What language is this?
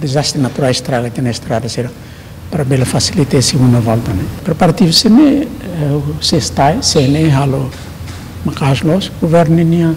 Tetum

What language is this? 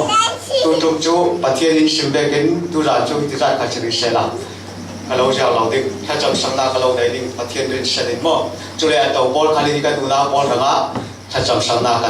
Falam Chin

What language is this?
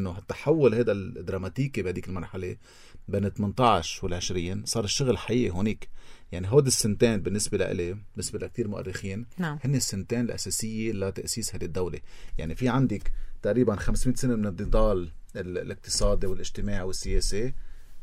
North Levantine Arabic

